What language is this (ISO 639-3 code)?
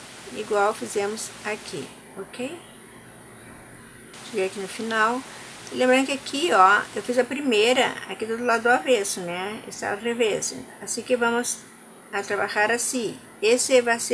por